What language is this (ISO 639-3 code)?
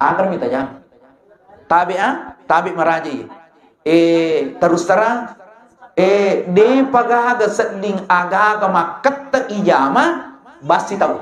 bug